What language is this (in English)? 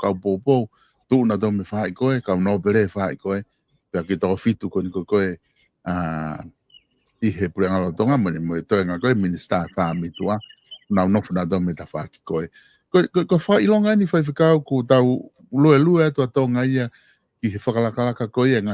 Tongan